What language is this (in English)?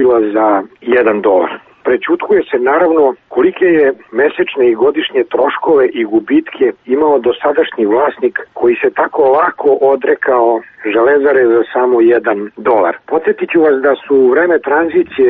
Serbian